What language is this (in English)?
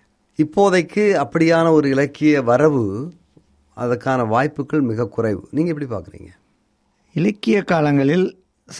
Tamil